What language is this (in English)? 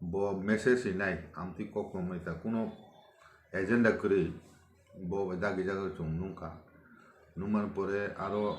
Kok Borok